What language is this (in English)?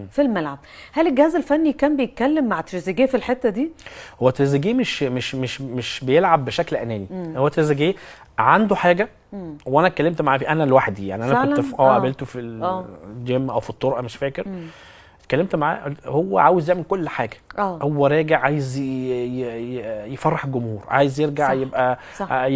Egyptian Arabic